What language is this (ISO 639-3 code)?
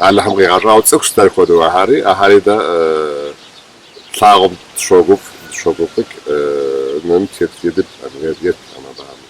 kbd